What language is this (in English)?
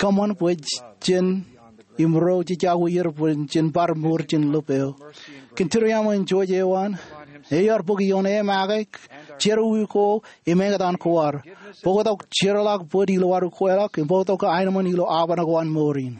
Marshallese